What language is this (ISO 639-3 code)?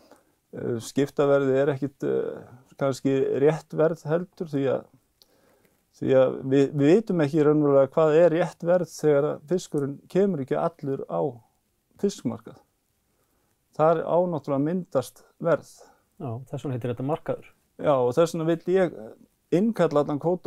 isl